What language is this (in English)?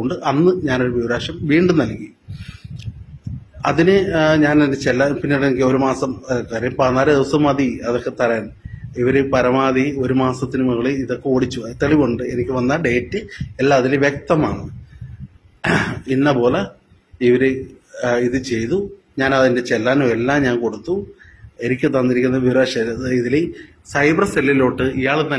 Malayalam